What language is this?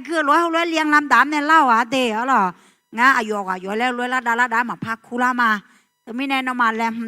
Akha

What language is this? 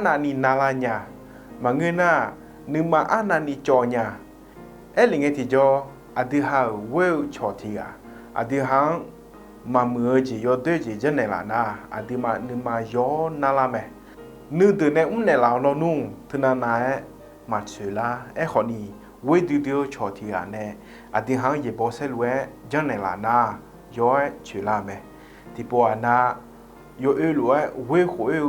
Akha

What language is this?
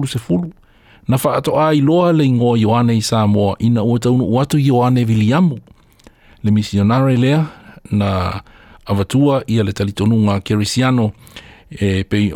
Samoan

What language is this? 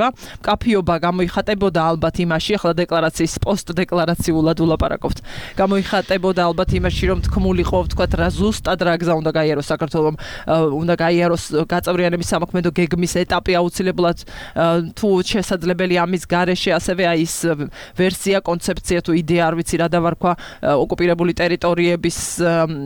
Georgian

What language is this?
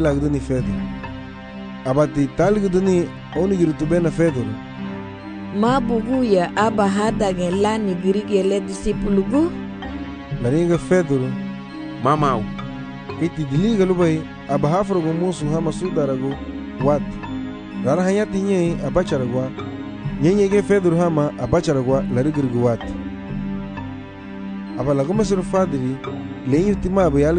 Garifuna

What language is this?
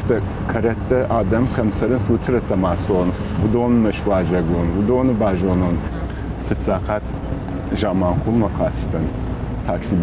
Ossetic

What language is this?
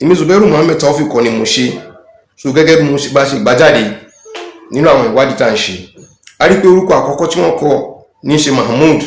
Yoruba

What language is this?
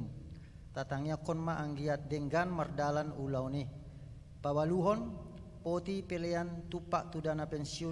Batak Toba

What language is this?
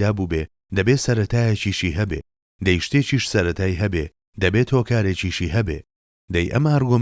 Central Kurdish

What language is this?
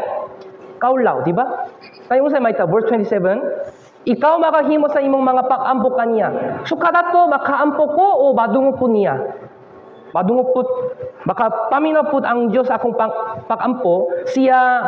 Cebuano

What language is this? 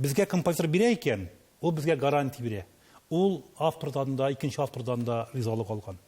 Tatar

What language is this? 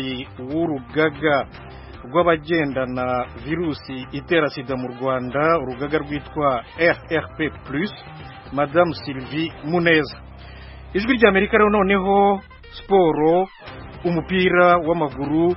Kinyarwanda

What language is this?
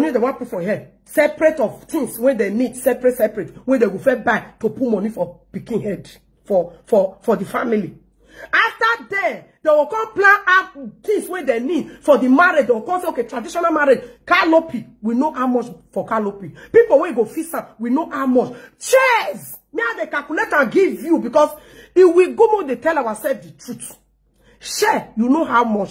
Nigerian Pidgin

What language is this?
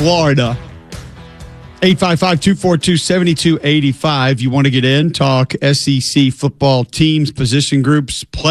English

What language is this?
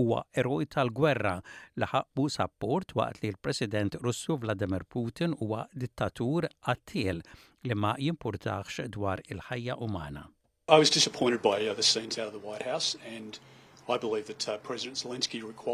Maltese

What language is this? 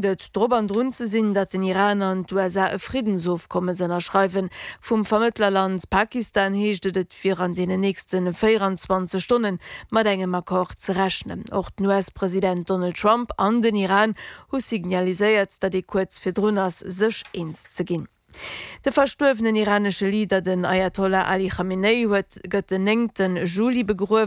Luxembourgish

